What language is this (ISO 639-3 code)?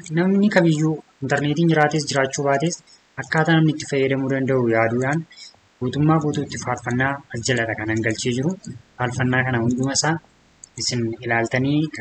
orm